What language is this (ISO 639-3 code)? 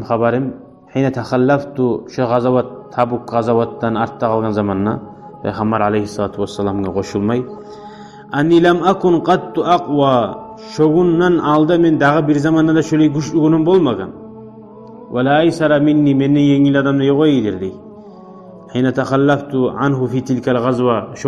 kum